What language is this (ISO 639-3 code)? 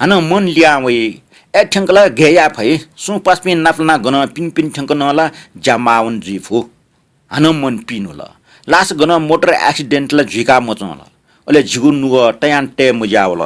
new